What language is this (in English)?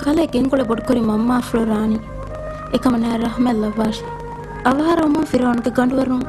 Divehi